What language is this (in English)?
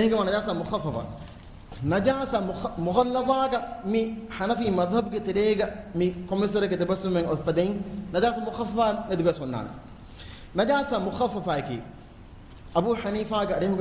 Divehi